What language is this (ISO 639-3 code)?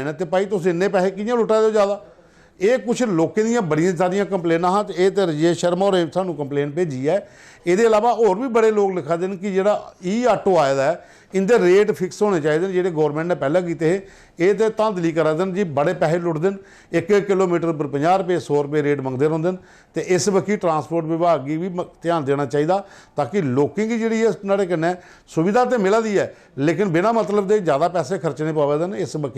doi